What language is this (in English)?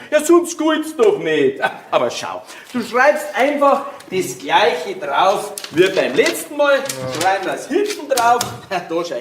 Bavarian